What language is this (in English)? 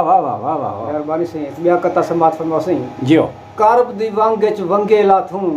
Saraiki